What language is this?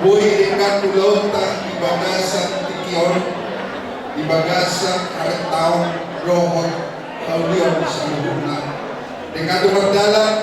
Batak Toba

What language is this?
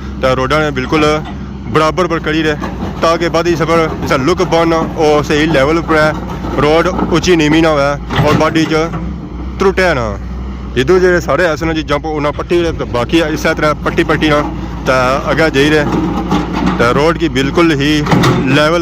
Pahari-Potwari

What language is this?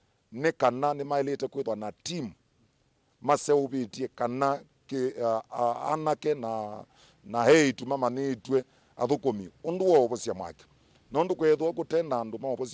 Kamba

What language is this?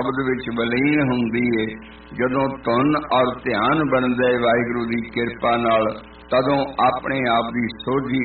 Punjabi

